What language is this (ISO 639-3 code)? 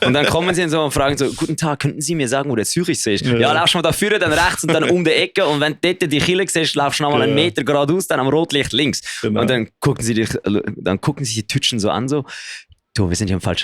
gsw